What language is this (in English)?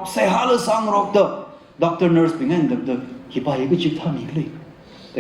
Tangkhul Naga (India)